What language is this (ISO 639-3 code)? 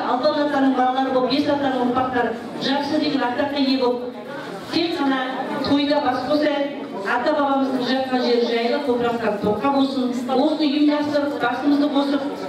kaz